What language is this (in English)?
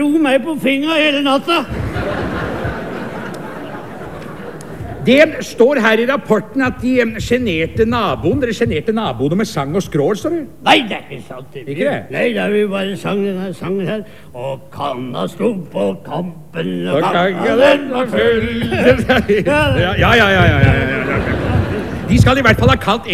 Norwegian